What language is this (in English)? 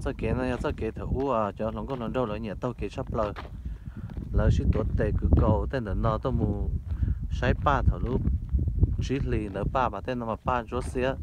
Hmong